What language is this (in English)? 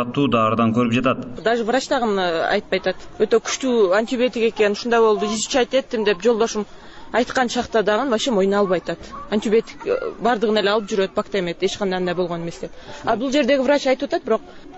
Kyrgyz